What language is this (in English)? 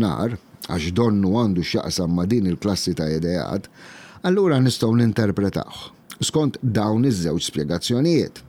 Maltese